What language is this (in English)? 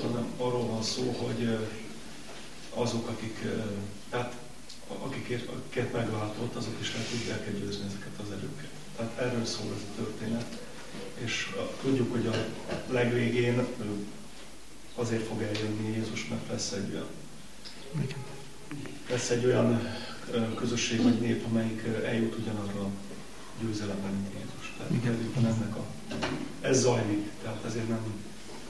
Hungarian